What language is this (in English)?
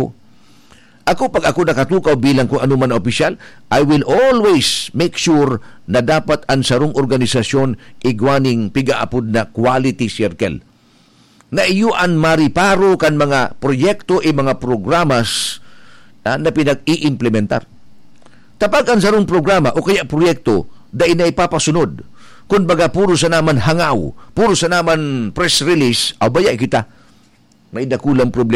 Bikol